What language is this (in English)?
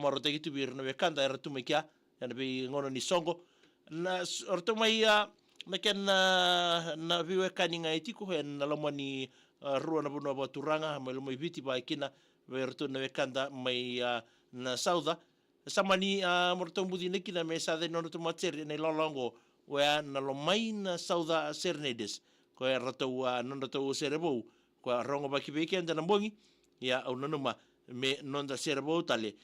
Fijian